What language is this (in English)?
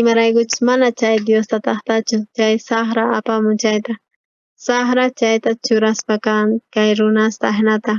South Bolivian Quechua